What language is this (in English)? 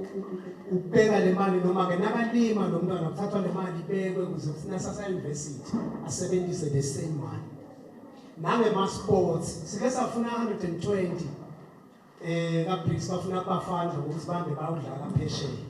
Swati